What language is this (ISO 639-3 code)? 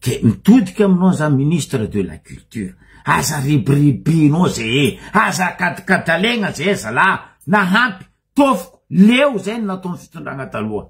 mlg